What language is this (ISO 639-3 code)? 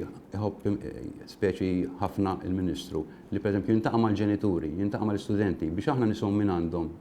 mlt